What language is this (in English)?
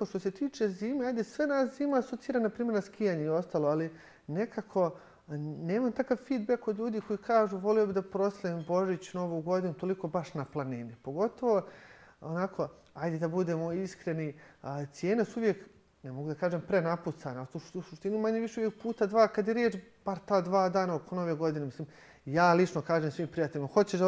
Bosnian